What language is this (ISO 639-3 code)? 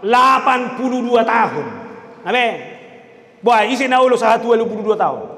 bbc